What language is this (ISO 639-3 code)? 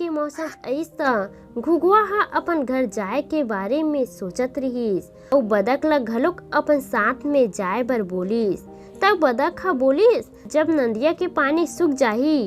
hne